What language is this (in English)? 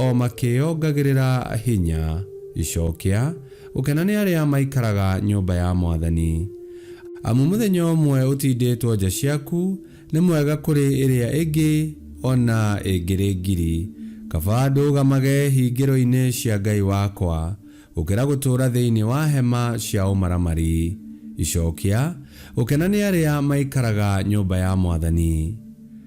Kikuyu